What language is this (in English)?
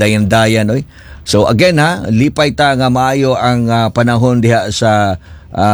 Cebuano